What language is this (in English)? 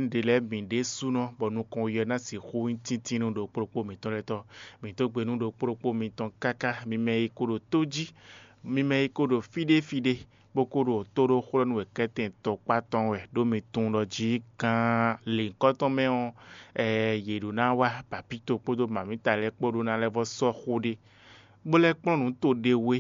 Fon